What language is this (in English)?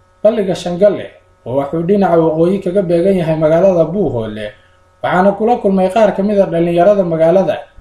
Somali